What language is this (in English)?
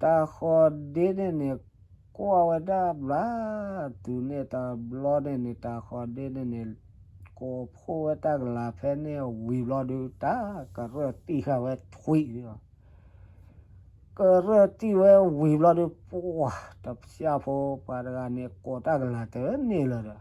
S'gaw Karen